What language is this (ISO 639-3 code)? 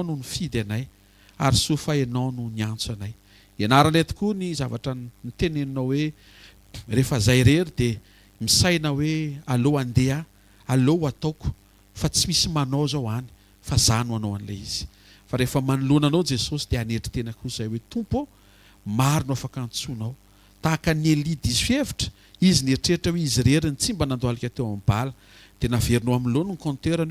mlg